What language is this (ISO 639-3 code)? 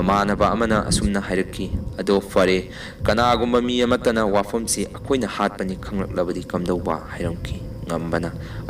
mni